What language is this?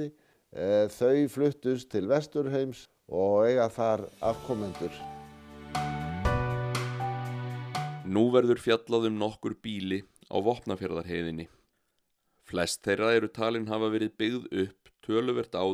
Icelandic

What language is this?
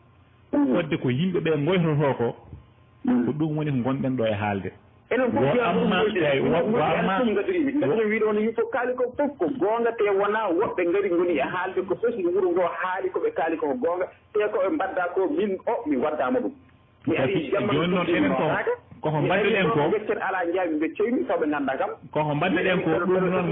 Fula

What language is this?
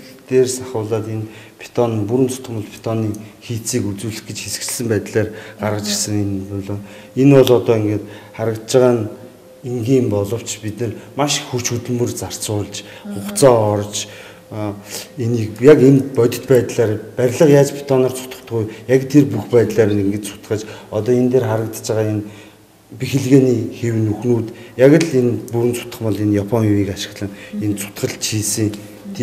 Mongolian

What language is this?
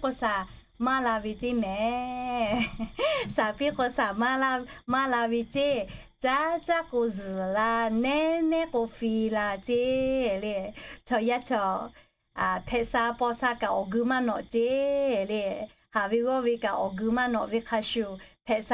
Lahu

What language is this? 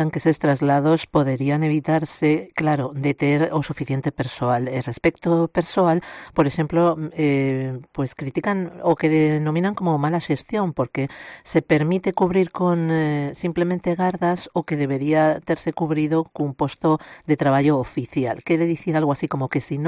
Galician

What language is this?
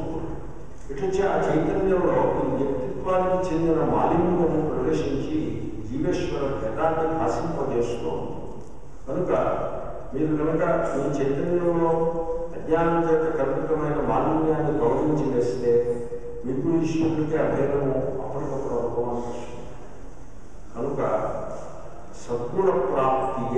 Telugu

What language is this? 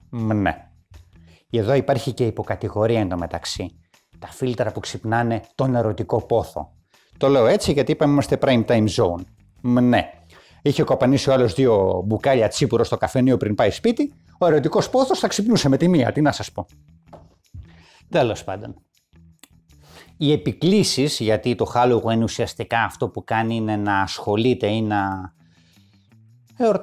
Greek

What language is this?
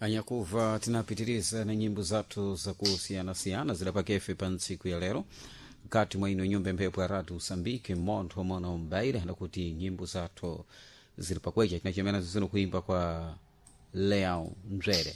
Sena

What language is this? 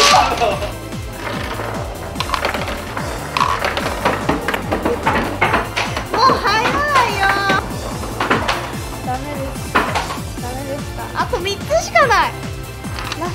Japanese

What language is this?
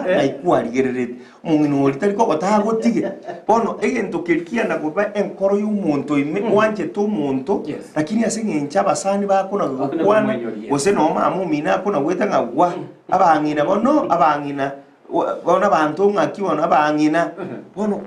Gusii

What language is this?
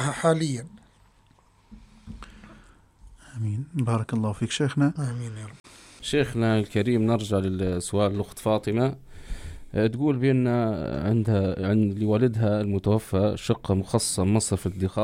Arabic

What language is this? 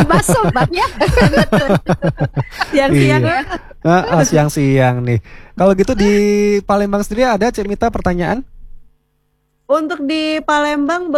Indonesian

